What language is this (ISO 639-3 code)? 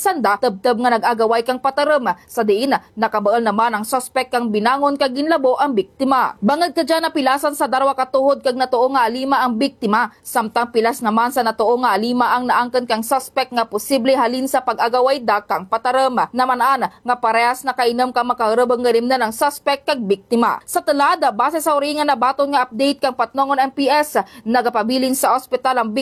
hil